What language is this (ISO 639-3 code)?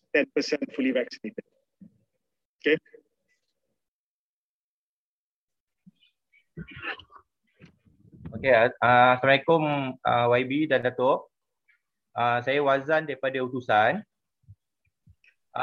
msa